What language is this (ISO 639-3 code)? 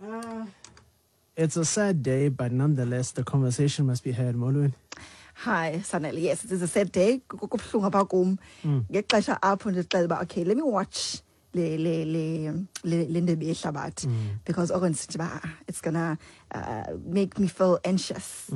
xho